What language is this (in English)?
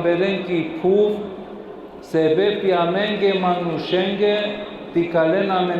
Balkan Romani